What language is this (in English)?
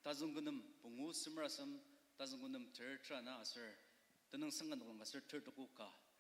Ao Naga